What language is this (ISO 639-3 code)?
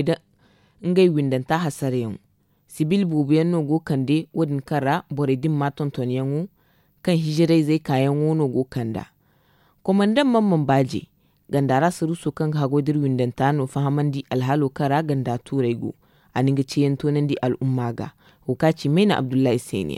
dje